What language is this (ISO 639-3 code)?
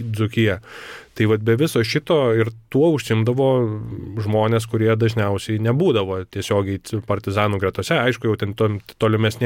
lit